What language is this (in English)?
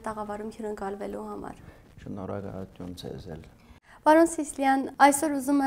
Armenian